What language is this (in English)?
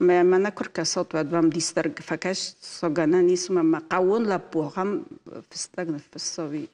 Ossetic